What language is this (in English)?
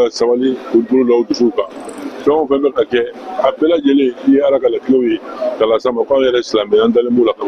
Bambara